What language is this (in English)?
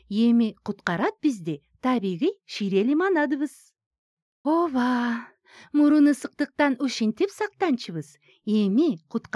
Kyrgyz